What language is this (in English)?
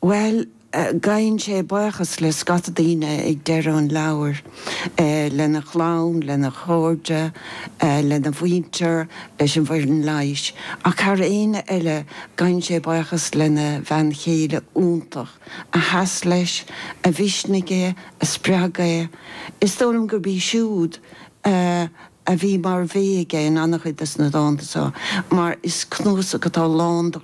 Irish